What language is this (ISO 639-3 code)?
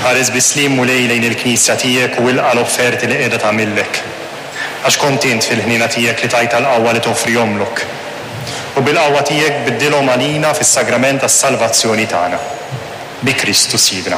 mlt